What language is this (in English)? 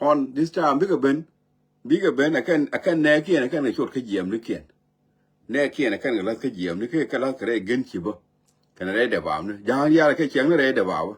Nuer